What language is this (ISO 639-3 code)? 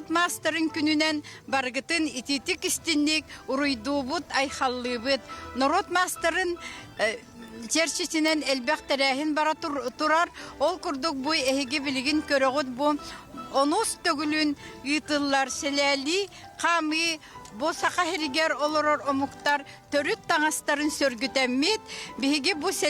sah